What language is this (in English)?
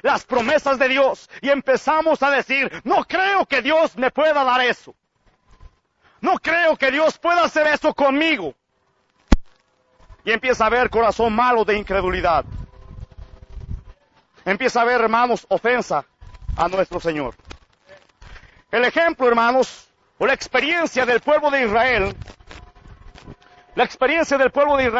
Spanish